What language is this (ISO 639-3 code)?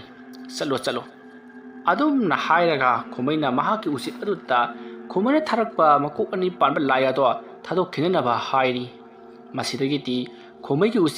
mni